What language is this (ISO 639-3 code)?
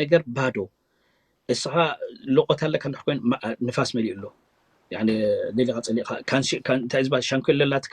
tir